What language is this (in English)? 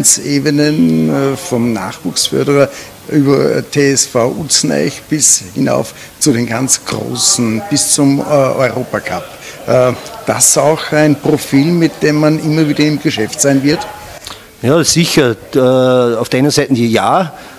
German